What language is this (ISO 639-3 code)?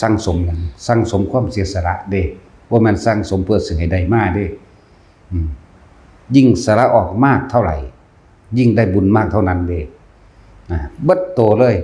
tts